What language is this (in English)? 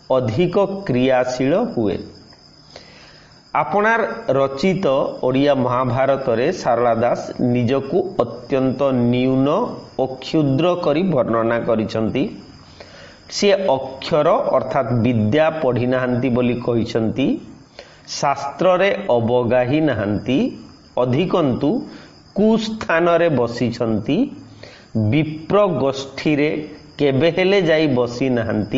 Odia